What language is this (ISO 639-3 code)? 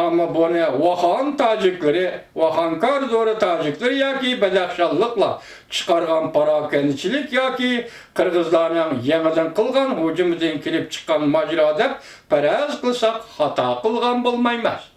uig